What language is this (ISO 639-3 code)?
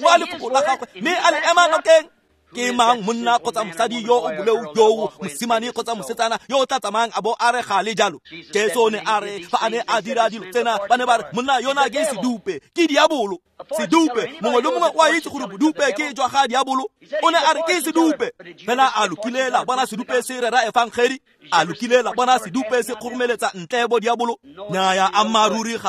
tsn